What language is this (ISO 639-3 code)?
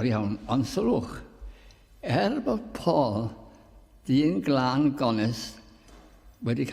cym